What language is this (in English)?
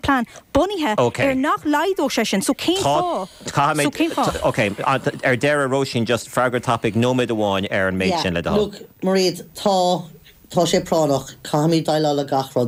Irish